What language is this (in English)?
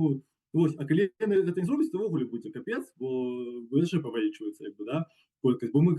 Belarusian